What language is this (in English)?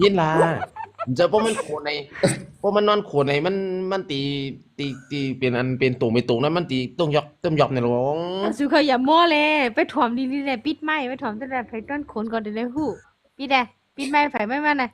Shan